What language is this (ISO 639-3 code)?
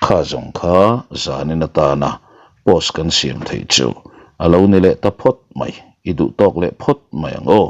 lus